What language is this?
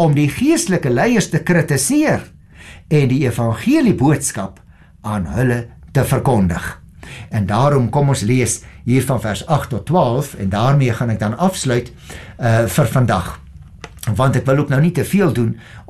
Afrikaans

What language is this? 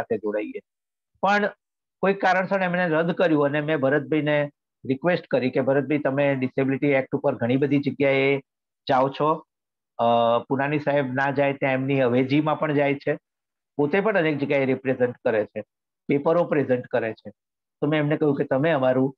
Gujarati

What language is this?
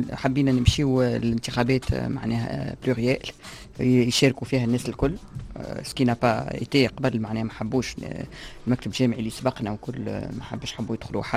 Tunisian Arabic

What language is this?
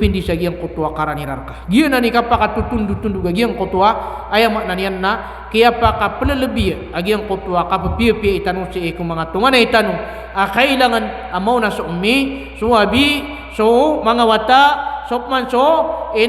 Maranao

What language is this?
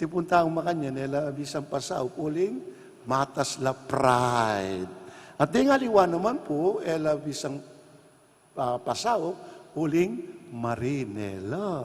Pampanga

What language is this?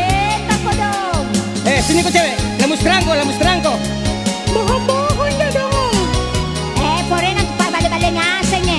Makasar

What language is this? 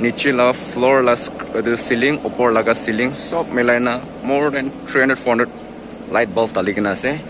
Naga Pidgin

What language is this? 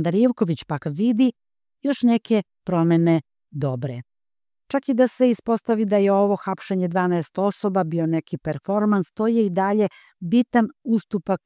Serbian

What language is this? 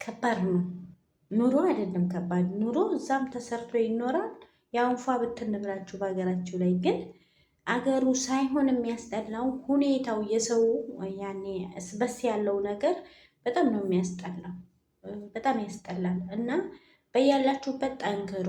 Amharic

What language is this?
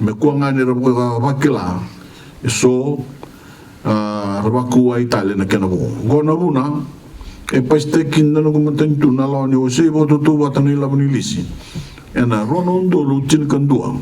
Fijian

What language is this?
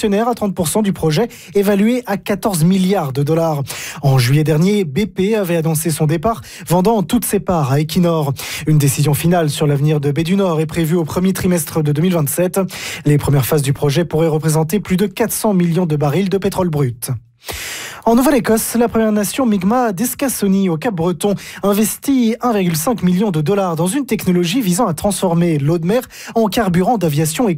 French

